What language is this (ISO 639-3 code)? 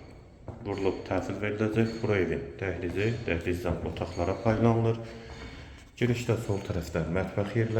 aze